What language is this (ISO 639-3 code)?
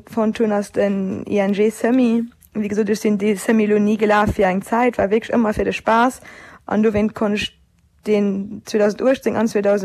ltz